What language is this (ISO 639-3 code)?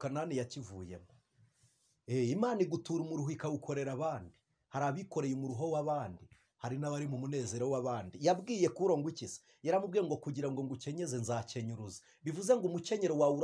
kin